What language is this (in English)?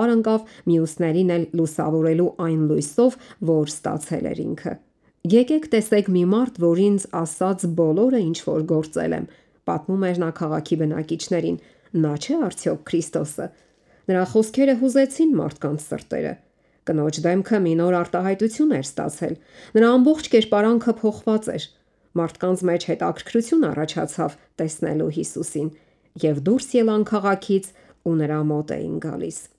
Armenian